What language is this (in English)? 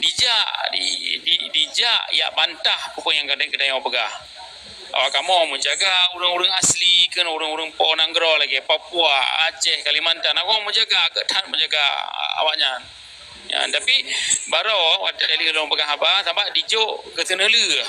Achinese